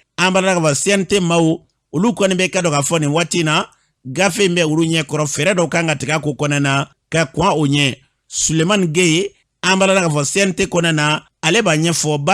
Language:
Bambara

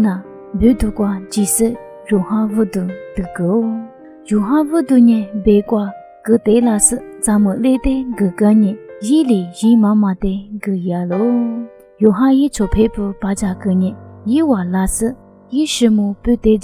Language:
Lisu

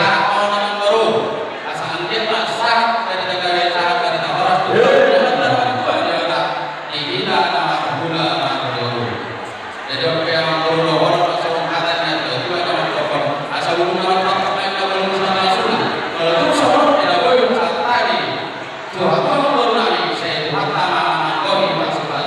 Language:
Batak Toba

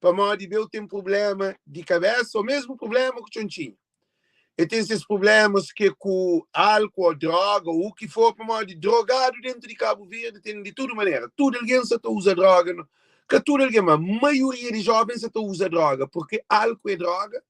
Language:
Kabuverdianu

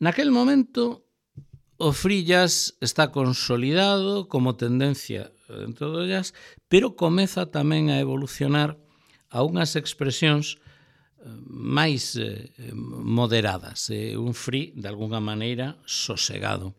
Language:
Galician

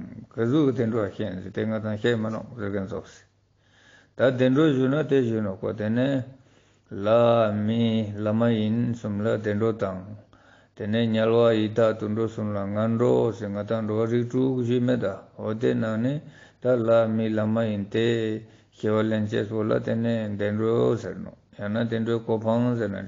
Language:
Ladakhi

